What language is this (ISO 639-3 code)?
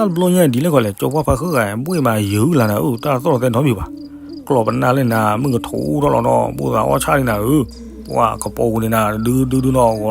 ksw